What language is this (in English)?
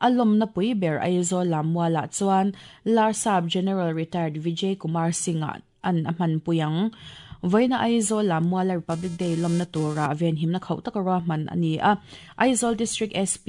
Mizo